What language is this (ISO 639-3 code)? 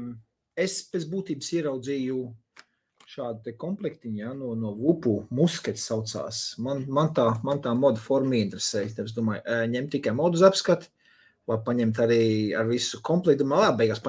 lav